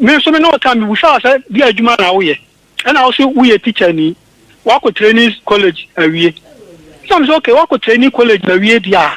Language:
Akan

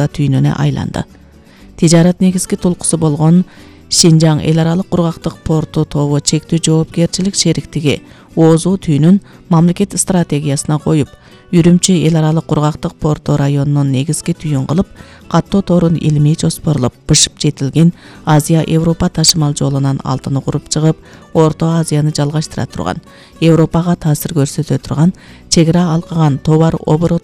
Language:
Kyrgyz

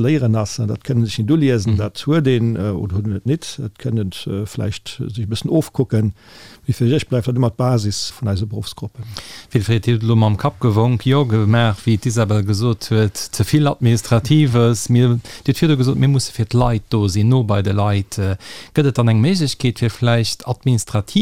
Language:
Luxembourgish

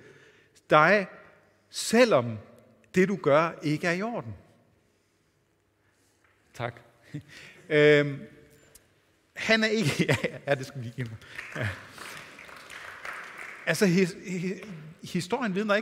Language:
Danish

